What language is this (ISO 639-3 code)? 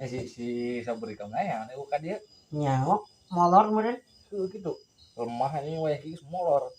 sun